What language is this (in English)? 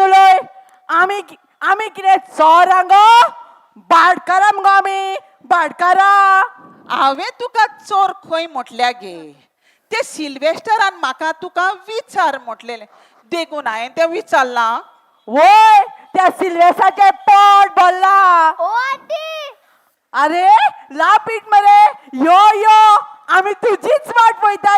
Konkani